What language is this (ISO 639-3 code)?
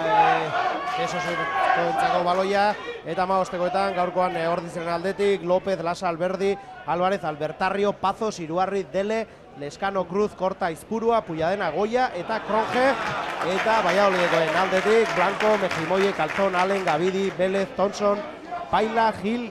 eus